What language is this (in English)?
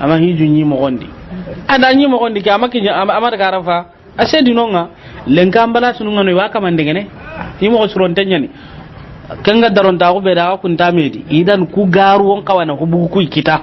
Soninke